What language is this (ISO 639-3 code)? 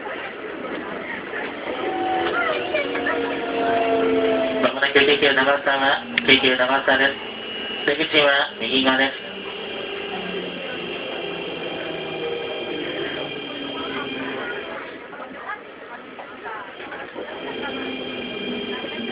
jpn